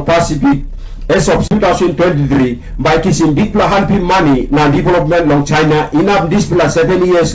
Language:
Tok Pisin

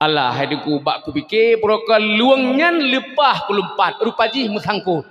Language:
Achinese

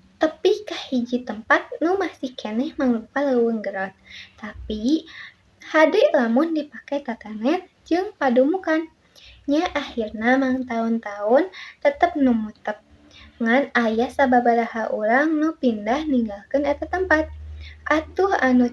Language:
Sundanese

